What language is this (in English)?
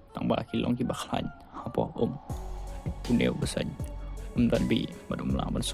Khasi